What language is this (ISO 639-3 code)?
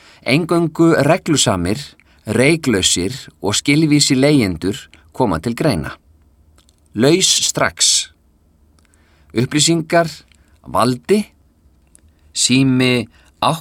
isl